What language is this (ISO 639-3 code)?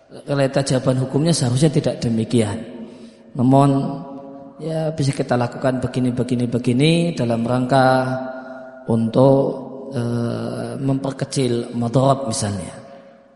ind